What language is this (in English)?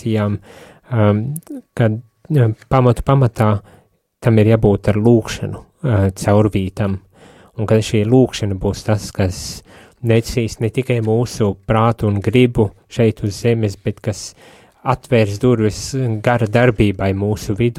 Latvian